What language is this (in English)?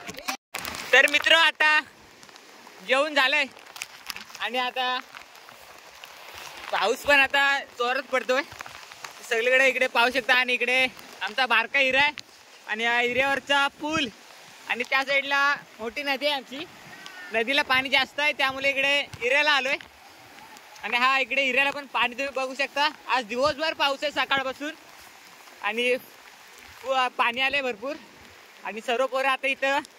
Marathi